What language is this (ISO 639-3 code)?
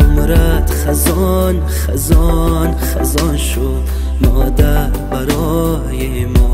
tgk